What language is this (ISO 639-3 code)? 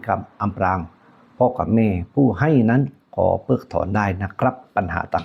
lao